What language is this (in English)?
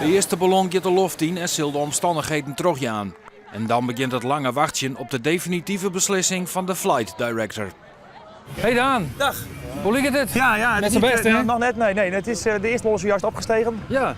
Western Frisian